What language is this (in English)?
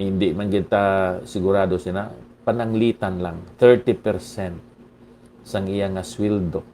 Hiligaynon